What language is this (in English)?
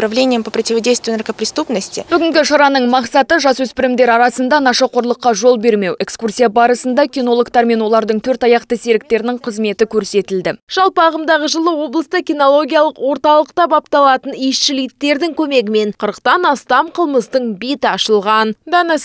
Kazakh